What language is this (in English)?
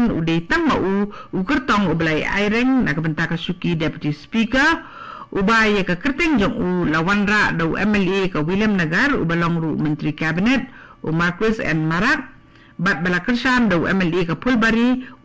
Khasi